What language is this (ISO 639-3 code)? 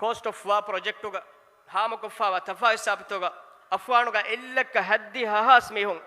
div